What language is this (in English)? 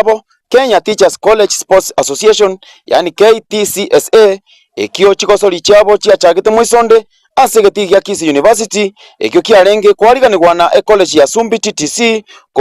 Gusii